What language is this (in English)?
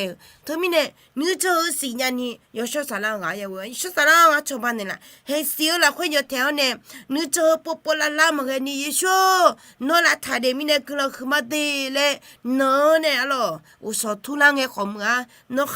Akha